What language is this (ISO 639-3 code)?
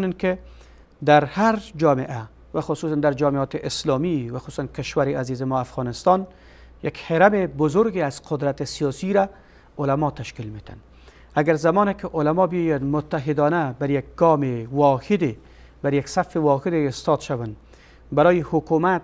fas